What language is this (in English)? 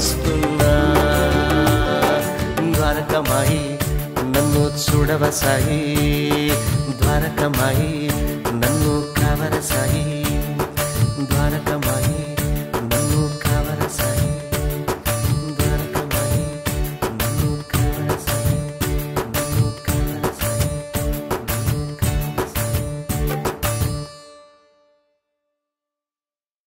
Telugu